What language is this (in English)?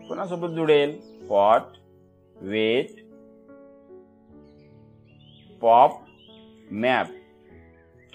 Marathi